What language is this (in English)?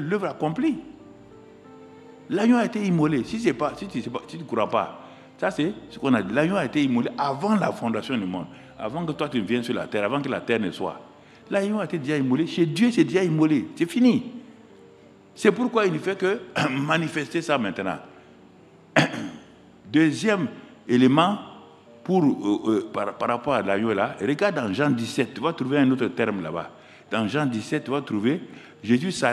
French